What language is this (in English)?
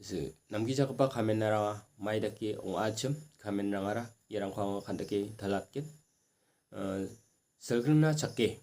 Garo